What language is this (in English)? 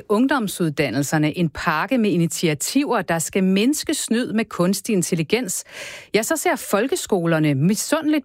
Danish